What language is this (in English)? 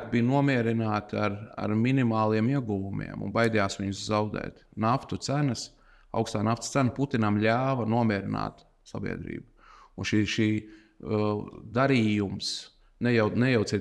Latvian